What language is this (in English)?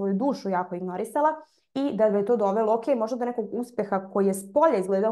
Serbian